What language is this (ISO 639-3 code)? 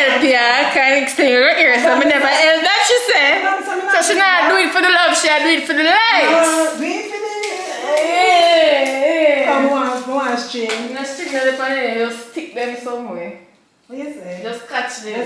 jam